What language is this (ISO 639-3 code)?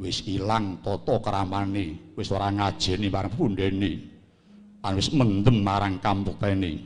jav